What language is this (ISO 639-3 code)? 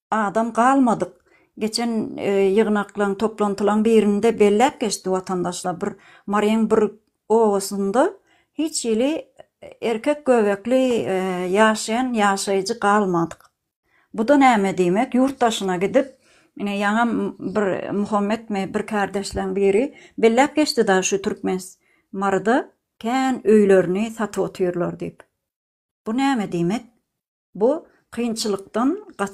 tuk